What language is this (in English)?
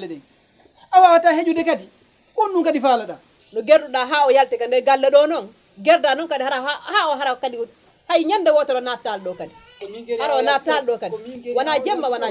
Fula